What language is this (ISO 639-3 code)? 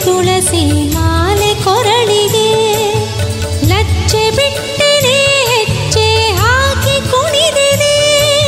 kan